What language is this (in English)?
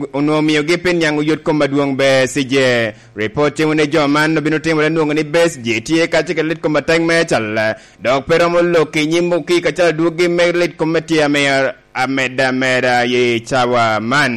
Lango (Uganda)